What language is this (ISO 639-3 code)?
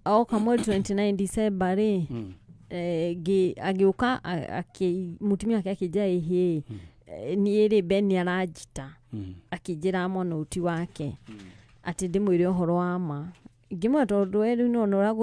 kik